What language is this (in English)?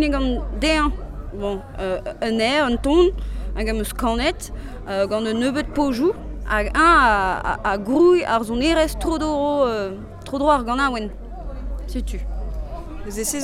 Breton